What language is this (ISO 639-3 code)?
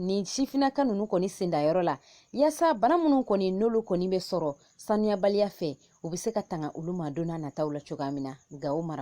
bam